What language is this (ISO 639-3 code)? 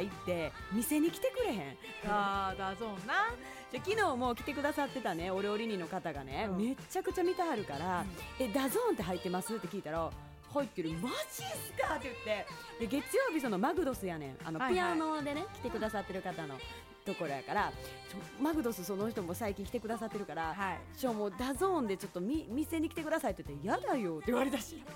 jpn